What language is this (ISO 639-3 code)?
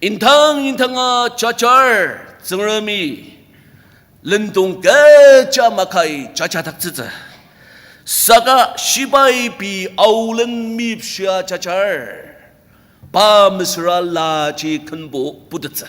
njo